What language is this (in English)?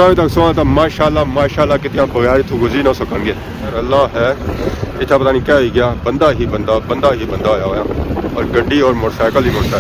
Pahari-Potwari